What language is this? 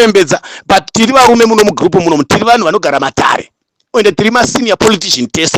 Shona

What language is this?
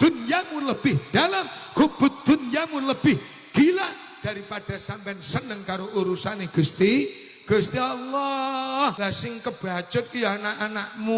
Javanese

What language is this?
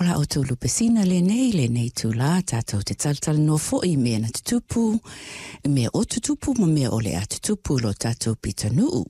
Samoan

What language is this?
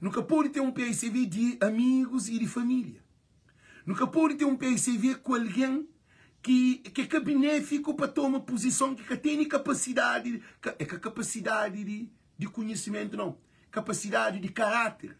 Kabuverdianu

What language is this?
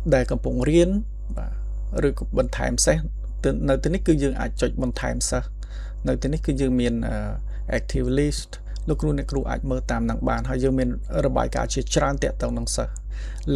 Khmer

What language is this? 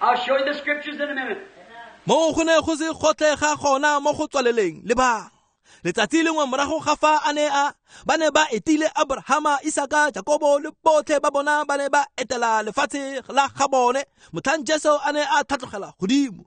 Tswana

